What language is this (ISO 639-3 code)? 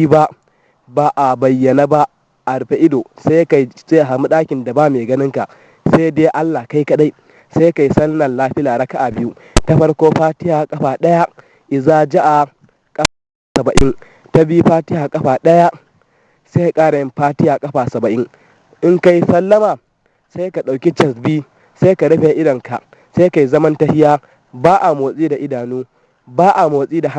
hau